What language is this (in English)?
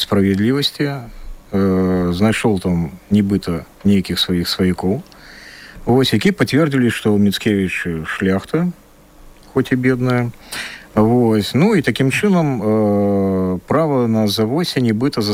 Belarusian